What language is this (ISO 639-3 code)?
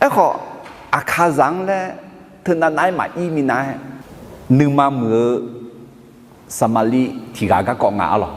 ahk